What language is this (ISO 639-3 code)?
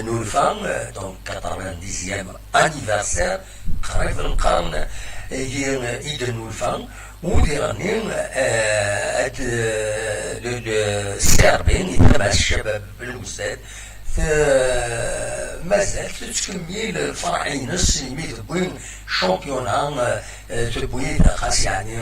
kab